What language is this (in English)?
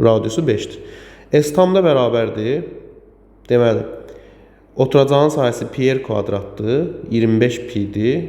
Azerbaijani